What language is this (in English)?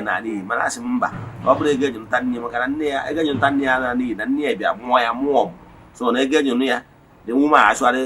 Igbo